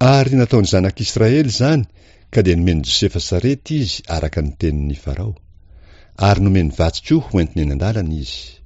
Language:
Malagasy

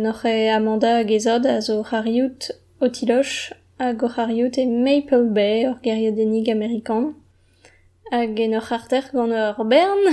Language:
Breton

